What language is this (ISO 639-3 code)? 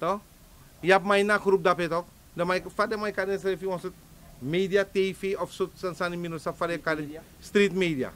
srn